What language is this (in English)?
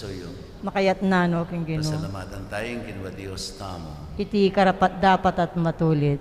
Pampanga